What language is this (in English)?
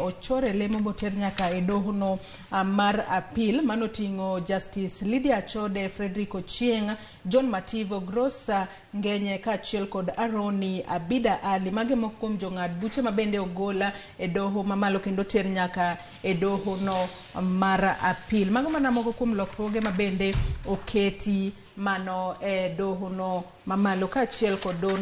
Luo (Kenya and Tanzania)